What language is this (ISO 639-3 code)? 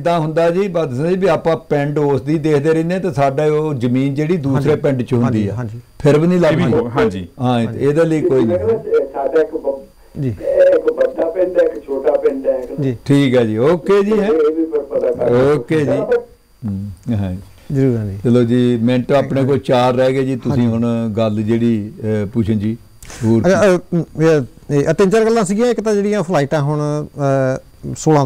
pan